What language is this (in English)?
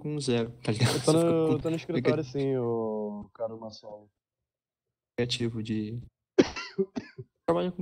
Portuguese